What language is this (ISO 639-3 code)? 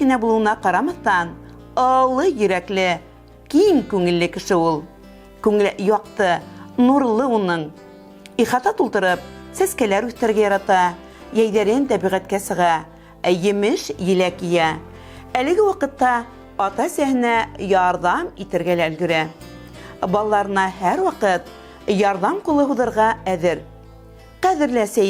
bak